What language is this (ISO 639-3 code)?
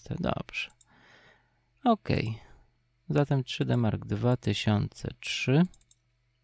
pol